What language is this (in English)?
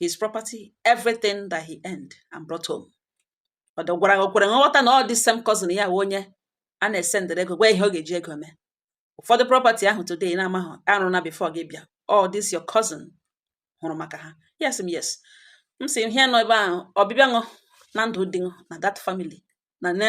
Igbo